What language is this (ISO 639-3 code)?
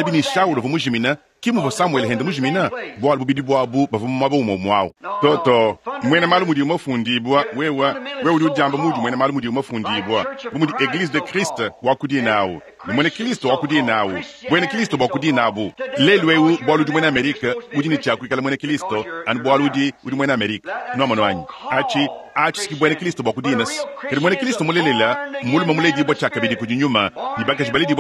lua